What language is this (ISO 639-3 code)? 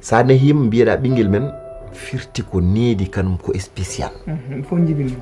ful